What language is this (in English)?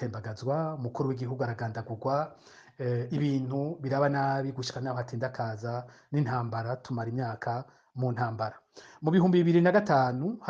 Rundi